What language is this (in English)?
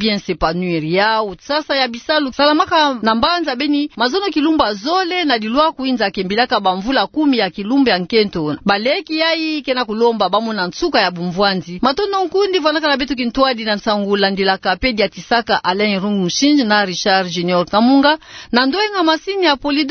Kituba (Democratic Republic of Congo)